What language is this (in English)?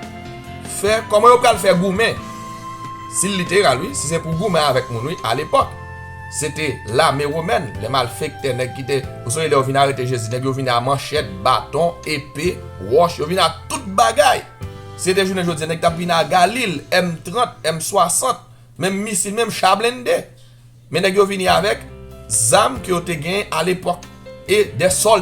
Haitian Creole